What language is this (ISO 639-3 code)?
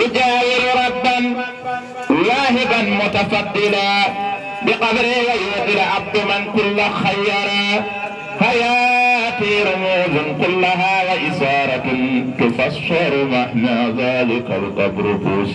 ful